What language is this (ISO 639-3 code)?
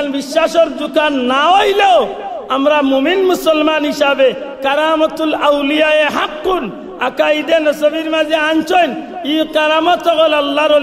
syl